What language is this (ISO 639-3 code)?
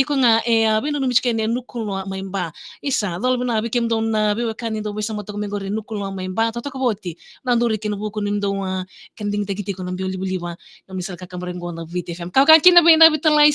fij